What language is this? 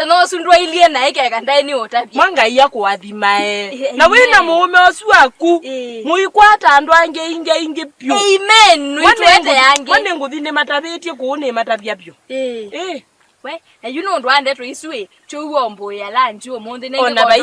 Kamba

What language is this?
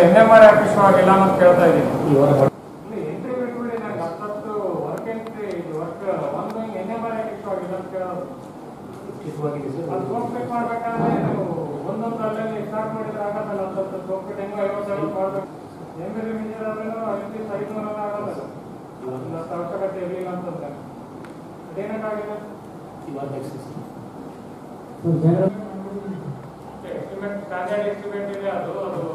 Kannada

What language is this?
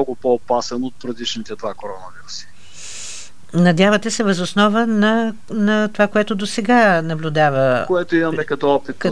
Bulgarian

